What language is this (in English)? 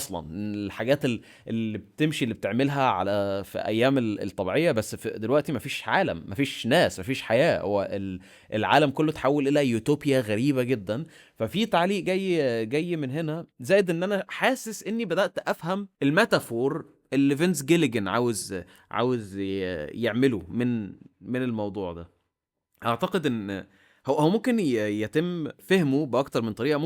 Egyptian Arabic